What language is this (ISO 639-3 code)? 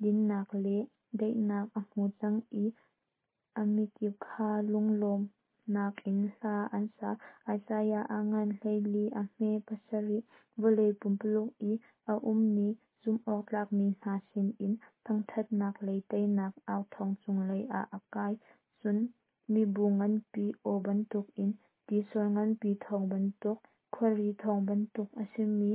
cnh